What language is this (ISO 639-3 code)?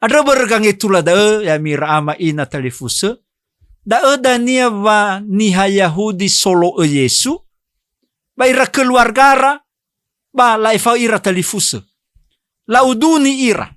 nia